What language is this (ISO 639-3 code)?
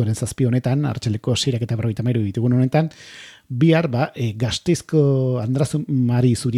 eus